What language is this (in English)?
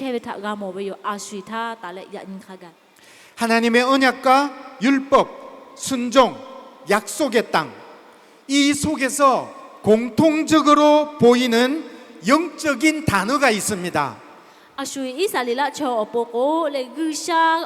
Lahu